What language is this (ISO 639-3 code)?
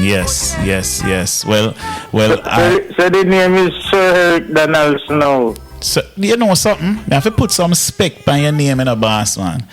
jam